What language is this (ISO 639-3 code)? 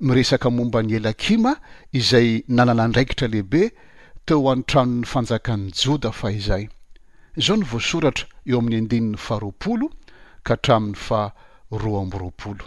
mlg